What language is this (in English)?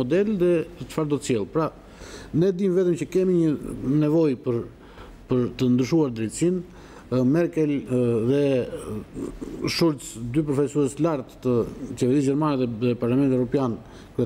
Albanian